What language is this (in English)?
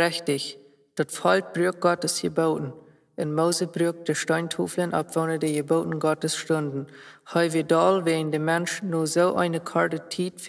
Plautdietsch